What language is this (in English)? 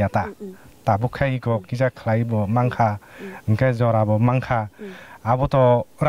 Kok Borok